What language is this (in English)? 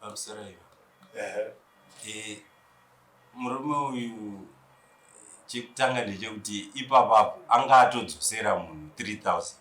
Shona